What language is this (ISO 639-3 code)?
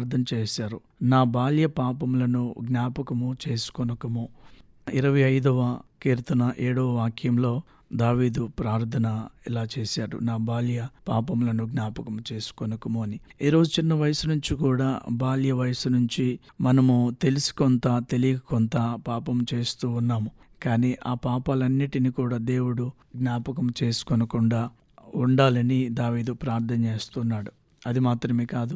tel